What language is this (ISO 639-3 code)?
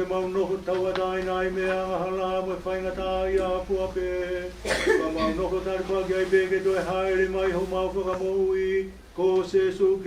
ton